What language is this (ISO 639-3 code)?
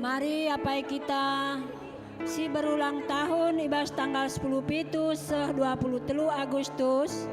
btx